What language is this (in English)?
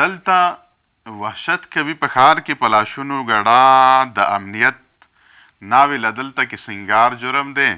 Pashto